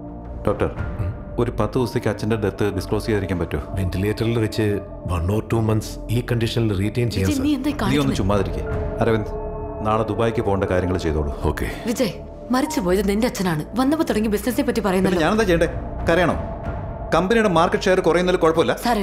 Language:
Malayalam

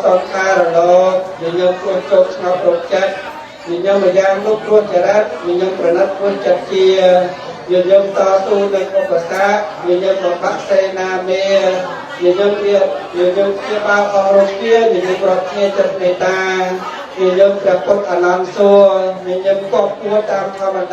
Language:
Khmer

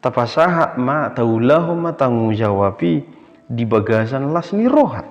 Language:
Batak Toba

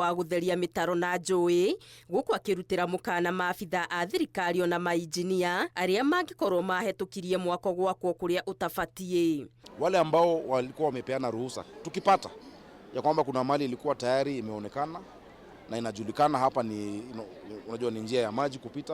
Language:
Kikuyu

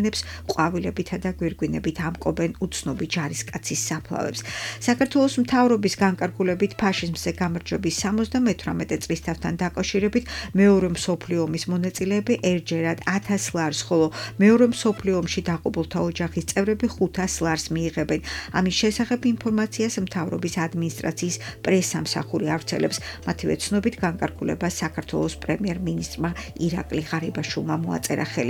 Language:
Georgian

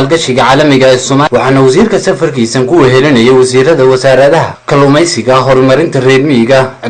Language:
Somali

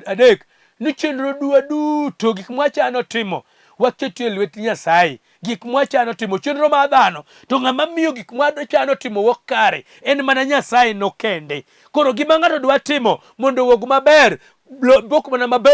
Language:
Luo (Kenya and Tanzania)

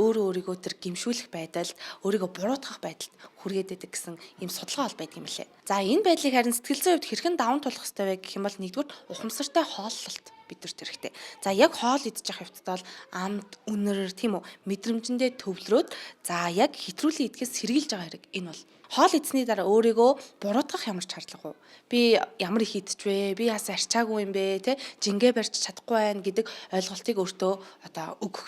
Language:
Mongolian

